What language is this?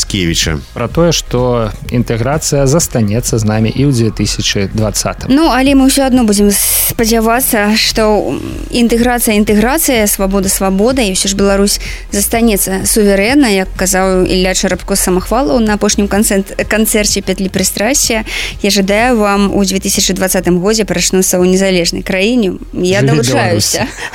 Belarusian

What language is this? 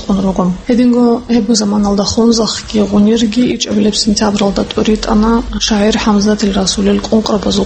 Avaric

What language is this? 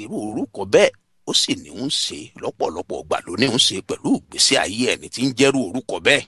Yoruba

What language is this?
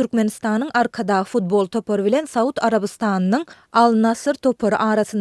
Turkmen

